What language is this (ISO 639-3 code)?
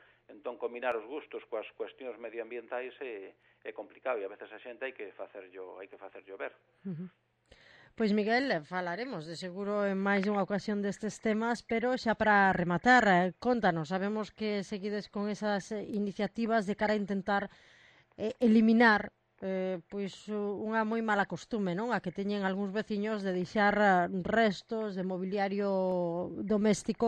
glg